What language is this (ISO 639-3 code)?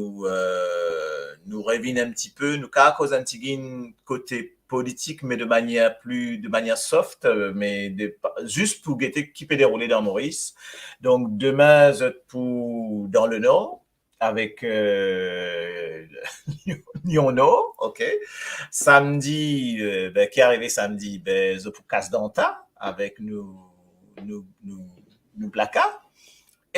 mfe